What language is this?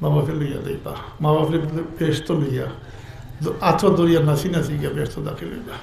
Sylheti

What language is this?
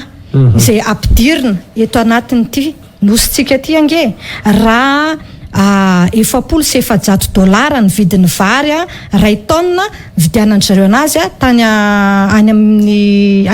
Malagasy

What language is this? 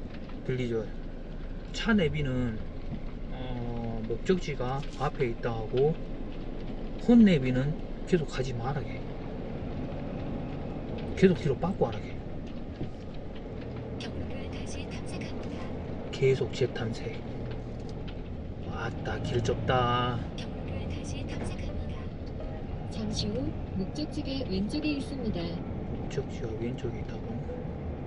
Korean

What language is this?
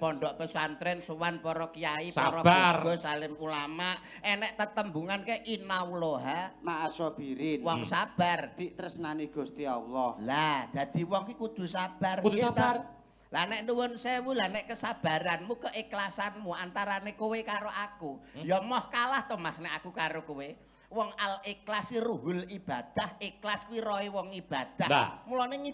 Javanese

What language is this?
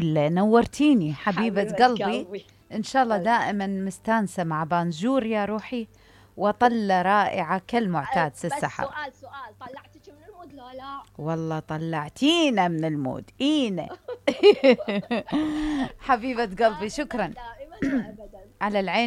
Mesopotamian Arabic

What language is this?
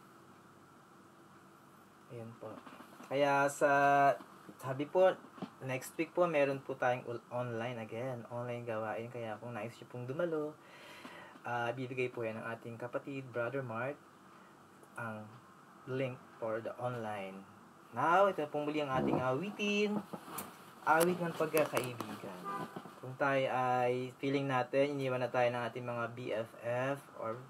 Filipino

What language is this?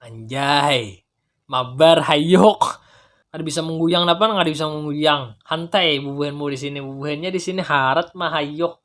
Banjar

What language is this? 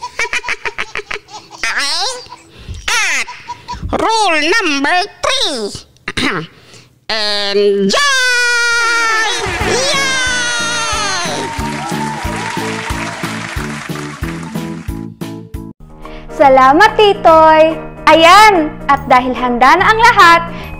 Filipino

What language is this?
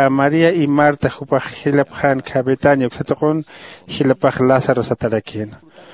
Aymara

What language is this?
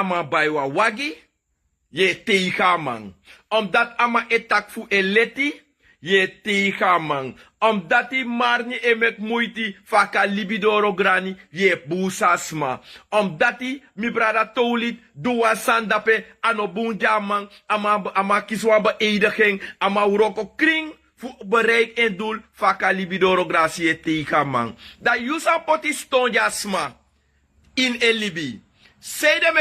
Sranan Tongo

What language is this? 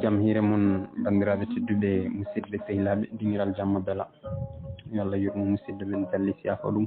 Fula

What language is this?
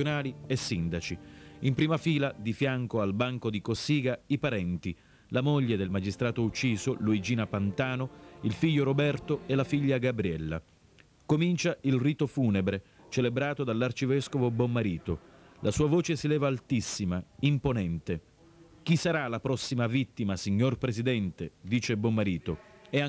Italian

